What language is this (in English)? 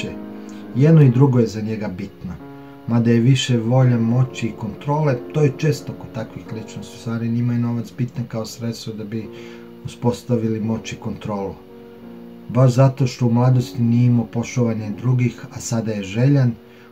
Serbian